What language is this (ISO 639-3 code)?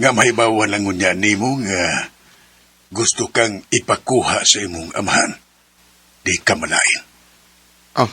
ceb